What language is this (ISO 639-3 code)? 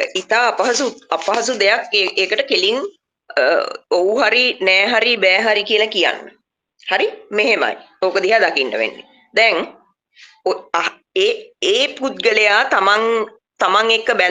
sin